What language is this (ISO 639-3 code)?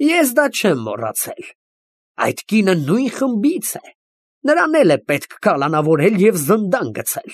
hye